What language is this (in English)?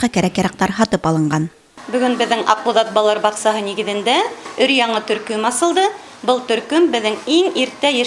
Bashkir